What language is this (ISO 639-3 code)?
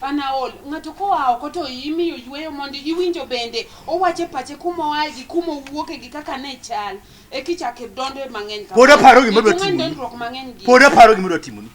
luo